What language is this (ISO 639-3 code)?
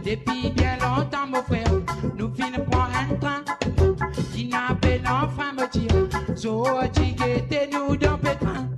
mfe